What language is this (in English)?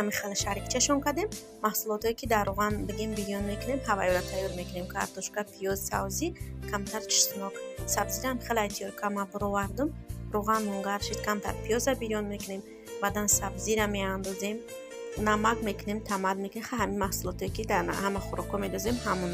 Tajik